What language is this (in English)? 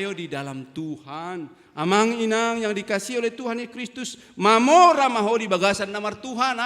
Batak Toba